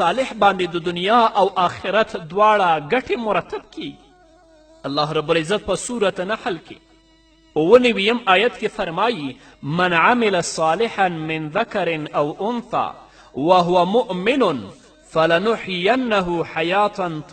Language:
Pashto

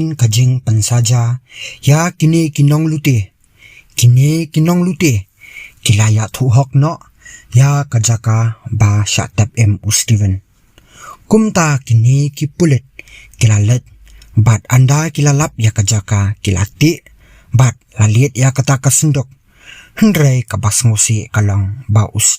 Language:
Khasi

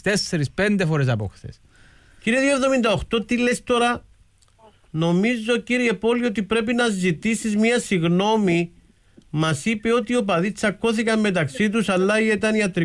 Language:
Greek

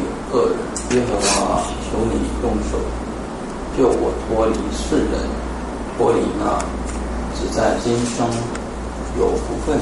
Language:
Chinese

